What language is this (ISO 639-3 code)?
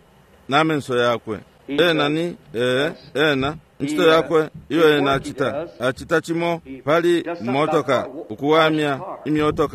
bem